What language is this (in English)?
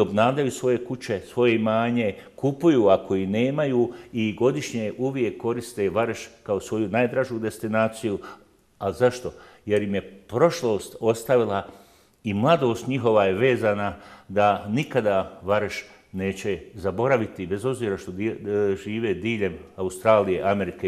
Bosnian